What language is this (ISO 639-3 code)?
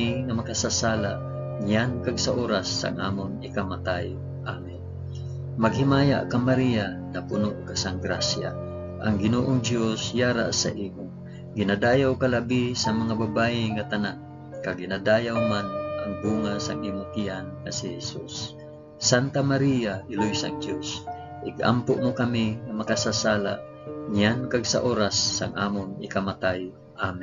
hil